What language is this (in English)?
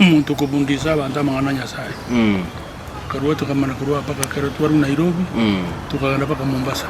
Gusii